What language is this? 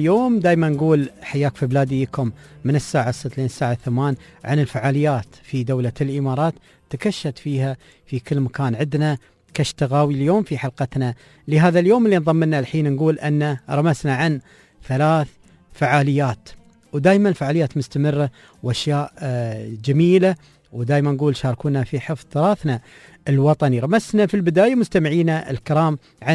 Gulf Arabic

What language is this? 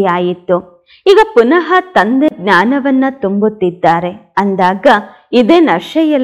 Kannada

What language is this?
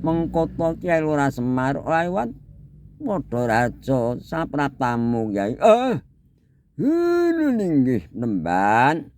Javanese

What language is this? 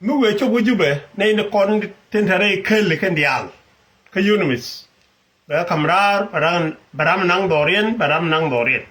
Nuer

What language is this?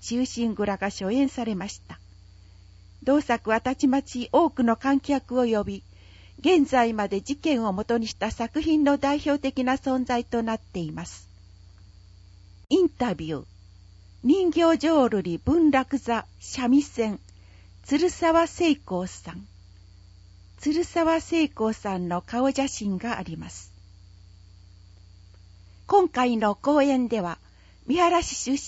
Japanese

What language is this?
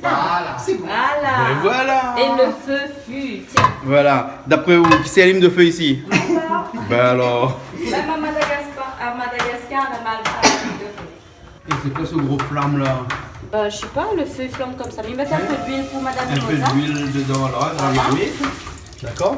Réunion Creole French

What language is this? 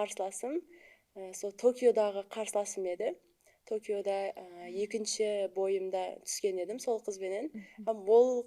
Kara-Kalpak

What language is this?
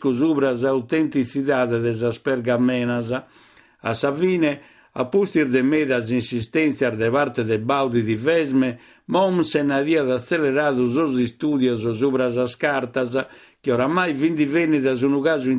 Sardinian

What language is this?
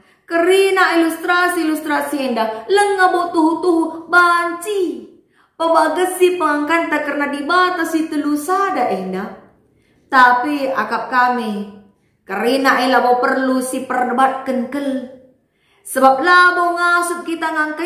Batak Karo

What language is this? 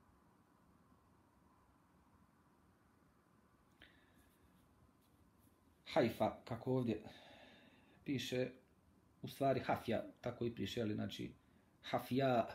Bosnian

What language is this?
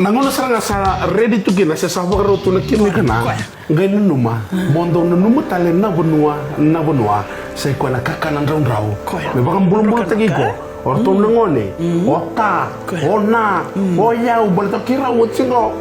Fijian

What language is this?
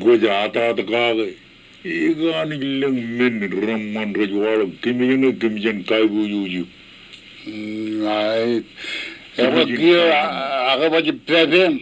Marshallese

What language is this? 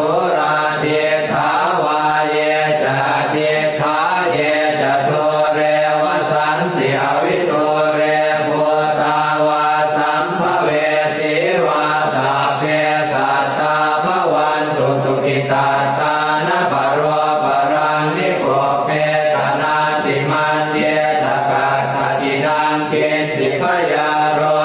Pali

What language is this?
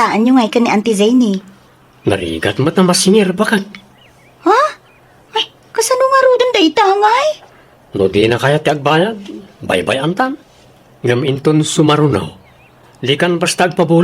Iloko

